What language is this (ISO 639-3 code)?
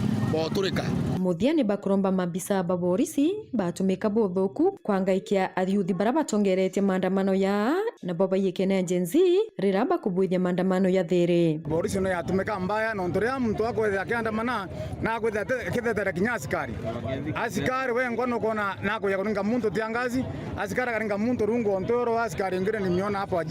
mer